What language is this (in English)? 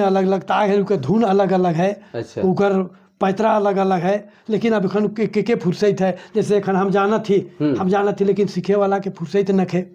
Sadri